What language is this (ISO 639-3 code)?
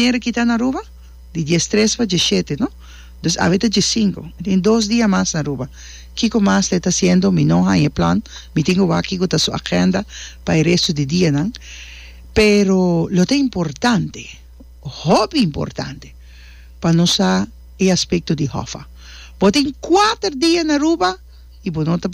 pap